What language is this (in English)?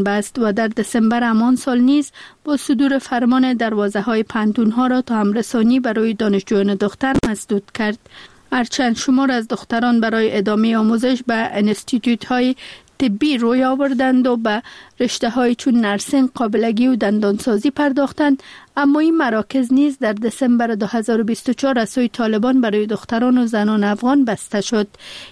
Persian